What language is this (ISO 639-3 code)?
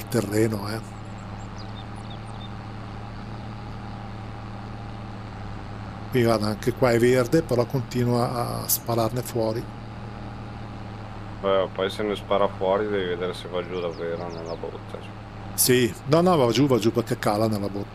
ita